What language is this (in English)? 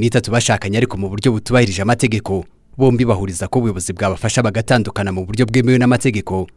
Kinyarwanda